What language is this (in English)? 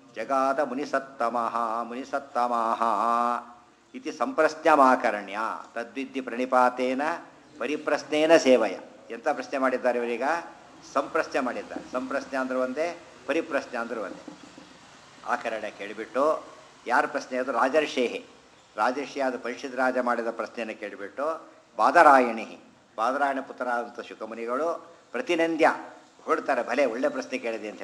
Kannada